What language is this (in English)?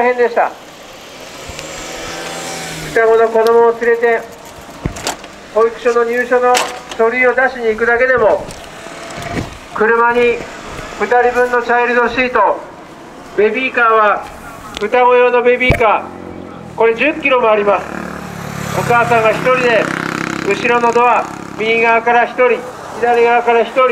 Japanese